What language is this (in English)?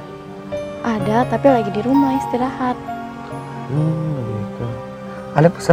Makassar Malay